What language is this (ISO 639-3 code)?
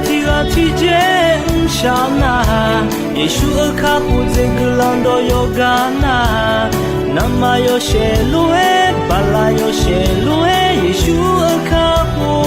ahk